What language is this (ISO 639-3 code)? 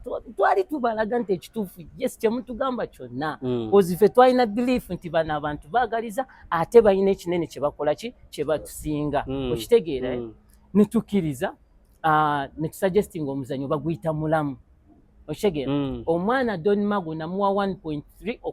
lug